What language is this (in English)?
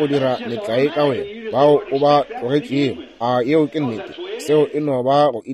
Northern Sotho